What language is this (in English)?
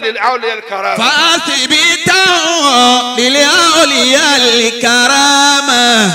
Yoruba